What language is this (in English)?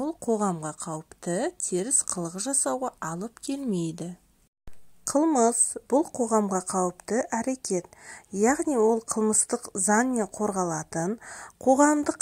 Kazakh